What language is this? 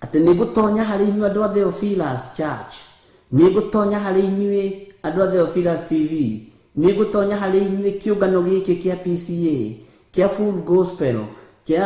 Kikuyu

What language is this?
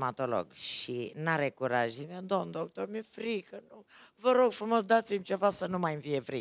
Romanian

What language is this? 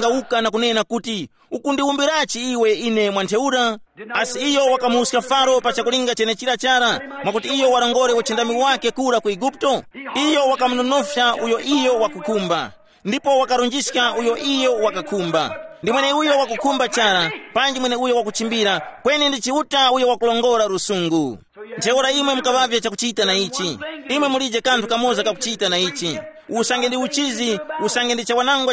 Tumbuka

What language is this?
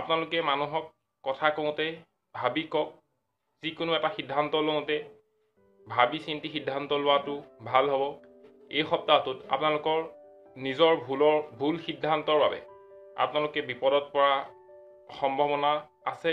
Assamese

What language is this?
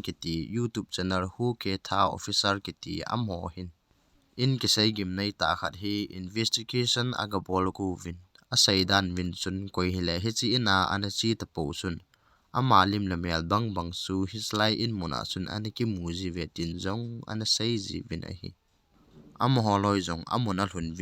Thado Chin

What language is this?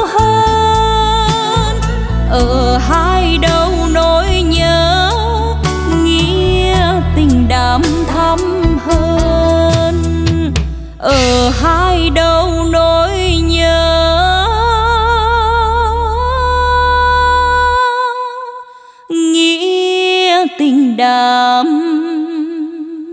Vietnamese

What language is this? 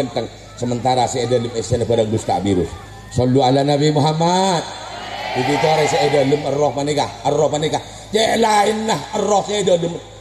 Madurese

